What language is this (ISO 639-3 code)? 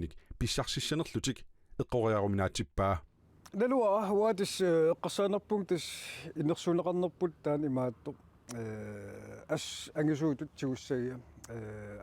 kal